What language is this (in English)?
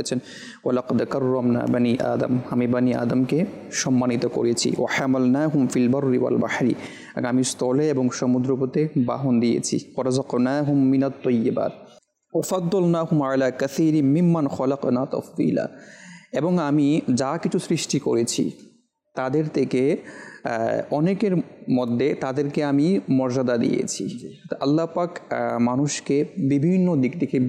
Bangla